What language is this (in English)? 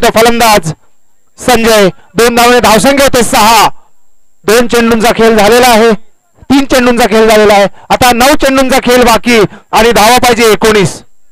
Marathi